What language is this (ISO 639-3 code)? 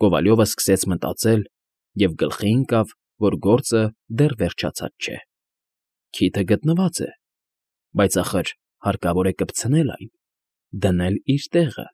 hye